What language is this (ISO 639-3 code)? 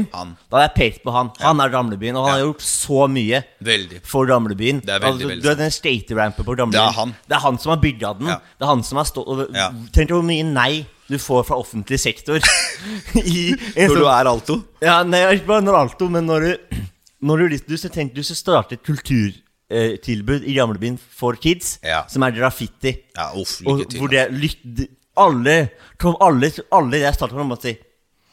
nor